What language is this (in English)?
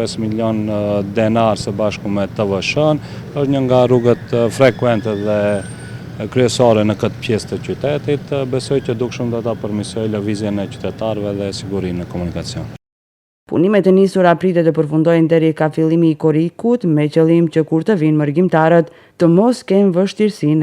Albanian